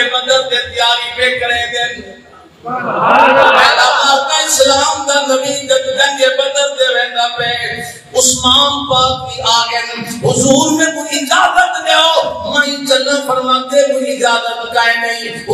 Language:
Saraiki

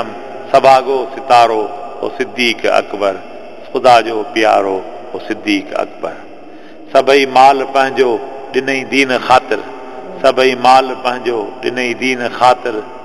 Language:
Sindhi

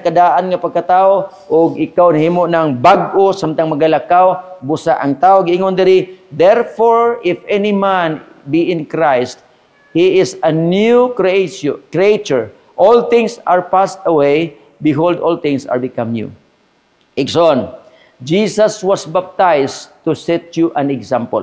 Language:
Cebuano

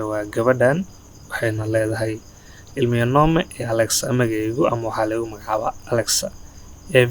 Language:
Somali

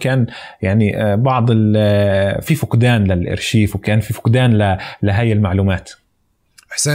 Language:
North Levantine Arabic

